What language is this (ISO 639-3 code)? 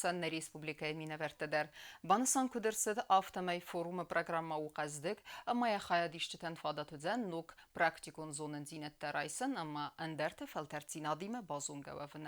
oss